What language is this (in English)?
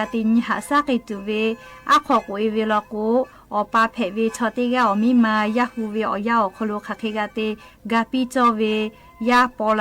Lahu